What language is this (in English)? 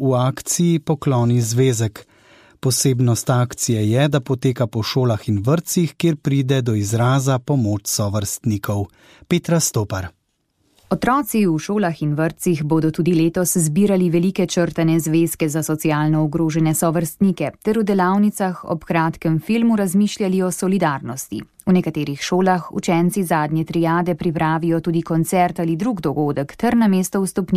Slovenian